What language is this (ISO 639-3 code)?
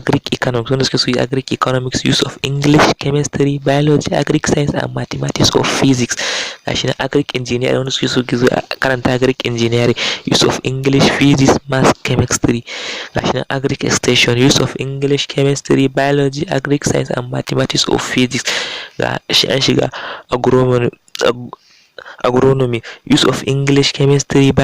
hau